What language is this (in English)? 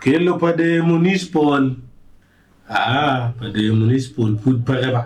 Acoli